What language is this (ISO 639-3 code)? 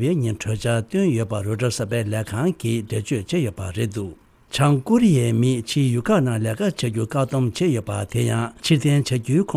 bod